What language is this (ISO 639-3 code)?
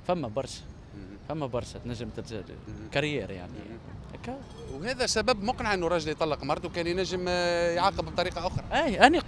aeb